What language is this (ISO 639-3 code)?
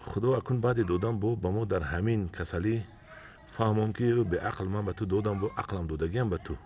tgk